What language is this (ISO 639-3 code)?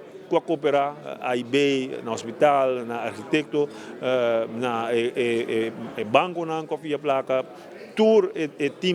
pap